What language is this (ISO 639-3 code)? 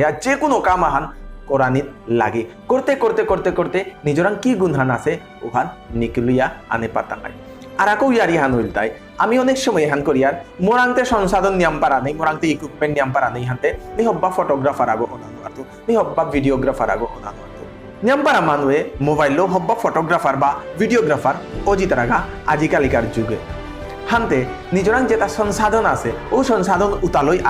bpy